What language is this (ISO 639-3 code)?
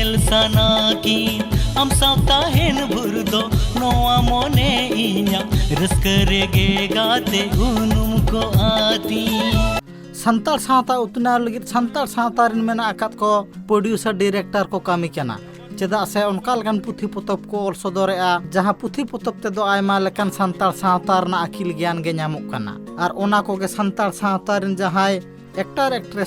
sat